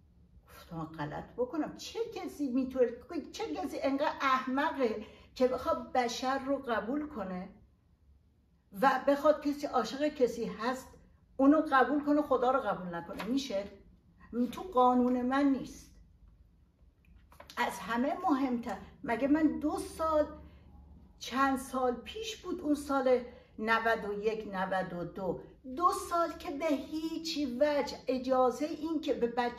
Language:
Persian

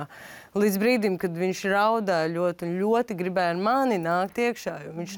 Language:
Latvian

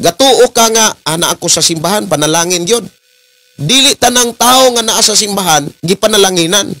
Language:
Cebuano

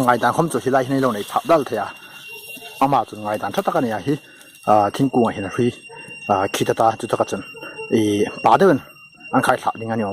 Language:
Hmar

